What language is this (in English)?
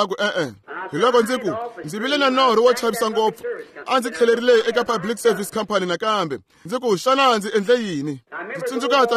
Tsonga